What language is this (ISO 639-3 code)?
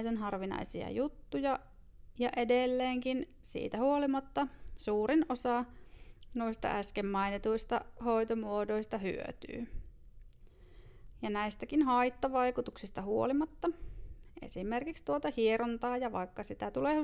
fin